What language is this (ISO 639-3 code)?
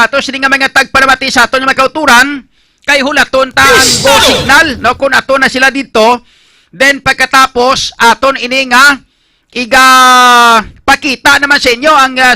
hil